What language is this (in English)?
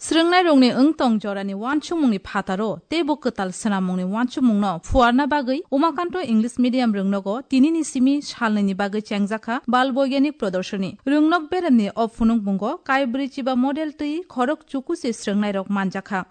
Kok Borok